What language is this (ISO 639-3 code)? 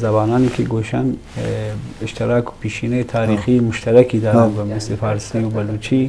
bgp